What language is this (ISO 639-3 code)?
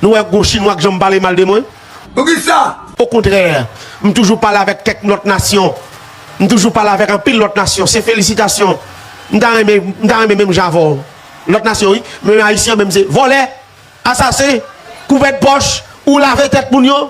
hat